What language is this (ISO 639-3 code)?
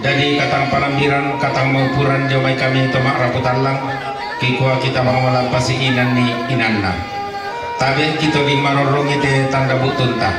sda